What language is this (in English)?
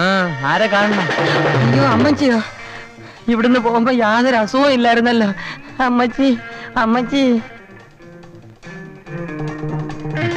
Malayalam